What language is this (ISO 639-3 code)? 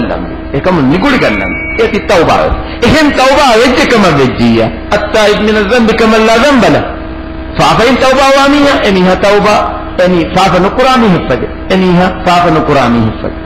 div